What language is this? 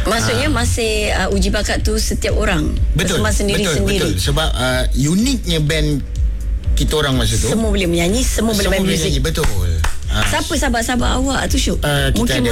Malay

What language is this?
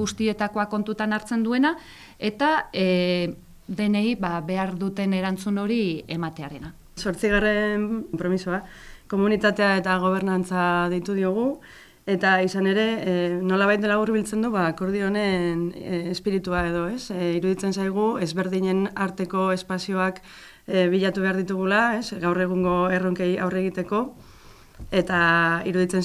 Basque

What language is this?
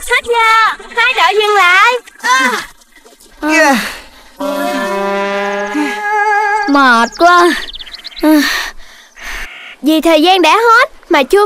Vietnamese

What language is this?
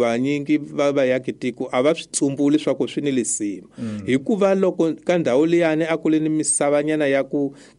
Tsonga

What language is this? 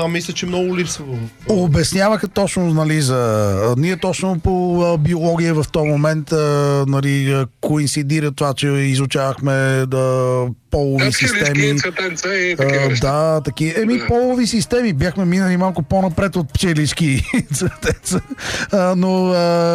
Bulgarian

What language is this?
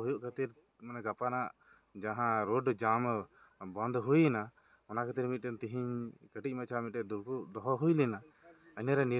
Santali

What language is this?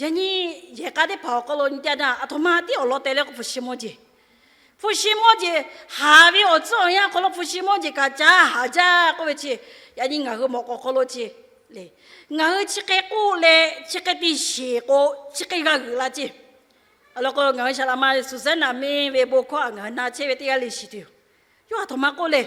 Lahu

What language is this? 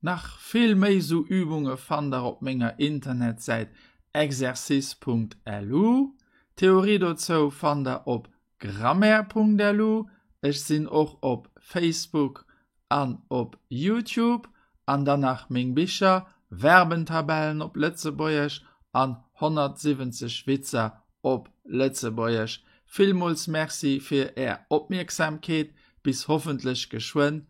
Luxembourgish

